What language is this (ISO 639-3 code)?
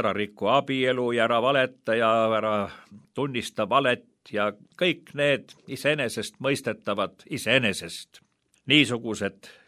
est